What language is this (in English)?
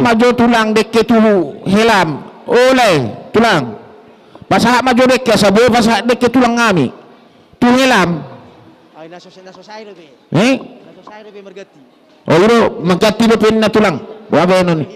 Batak Karo